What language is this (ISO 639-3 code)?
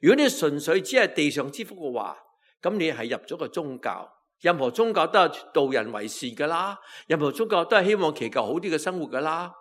yue